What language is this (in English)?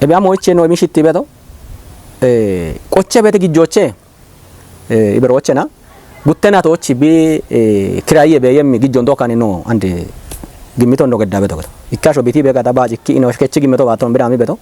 Kafa